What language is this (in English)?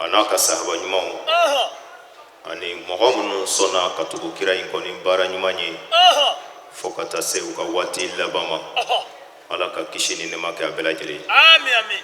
Bambara